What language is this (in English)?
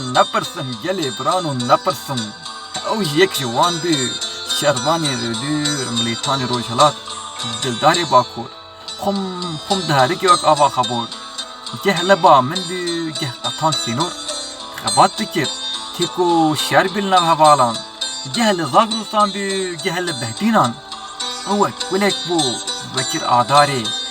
Kurdish